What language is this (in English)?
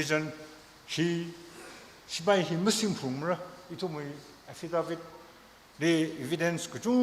Tangkhul Naga (India)